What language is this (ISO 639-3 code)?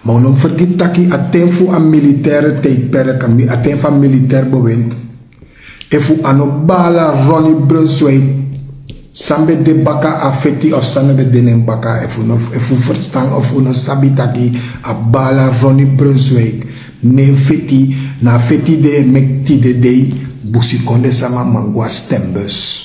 srn